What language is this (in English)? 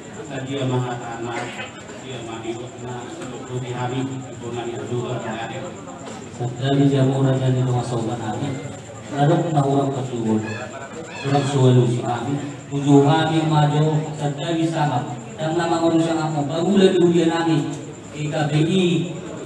Batak Toba